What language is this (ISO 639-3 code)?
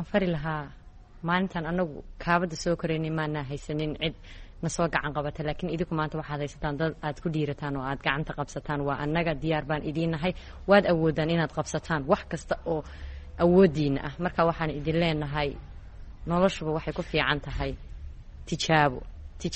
som